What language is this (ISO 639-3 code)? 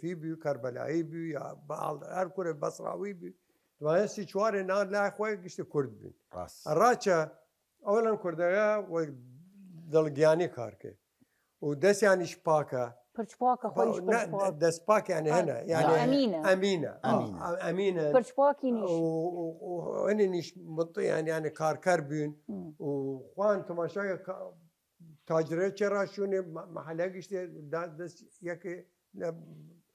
sdh